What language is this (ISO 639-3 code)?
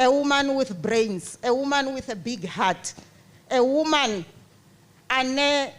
ven